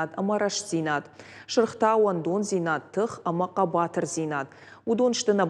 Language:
Ossetic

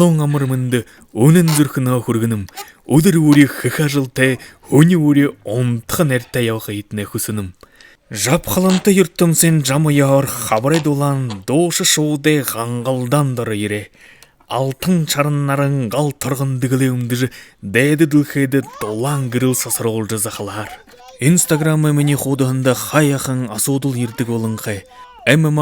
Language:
Buriat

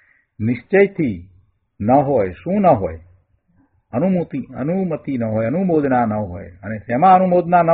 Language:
Gujarati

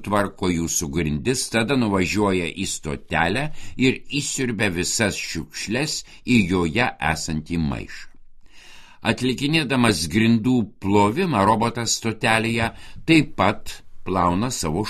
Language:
Lithuanian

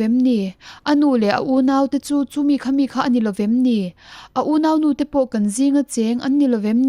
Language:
Mizo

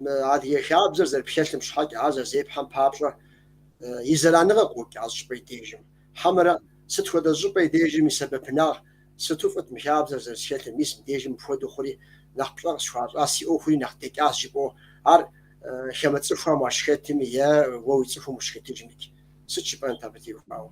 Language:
Kabardian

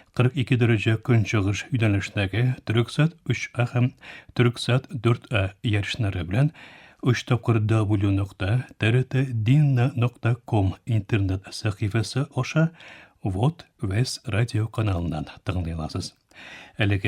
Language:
Tatar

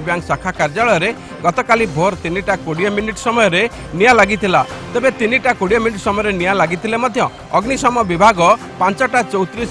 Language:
Odia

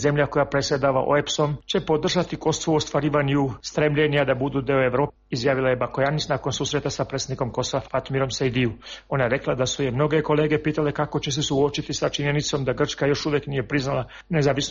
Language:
Serbian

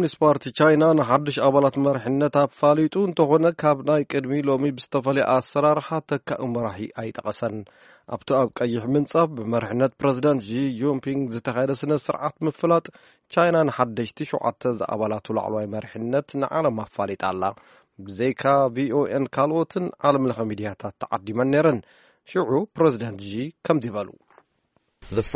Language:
Tigrinya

